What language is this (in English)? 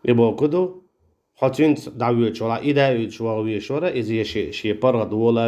Chechen